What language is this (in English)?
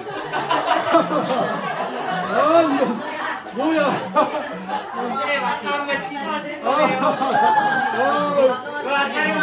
Korean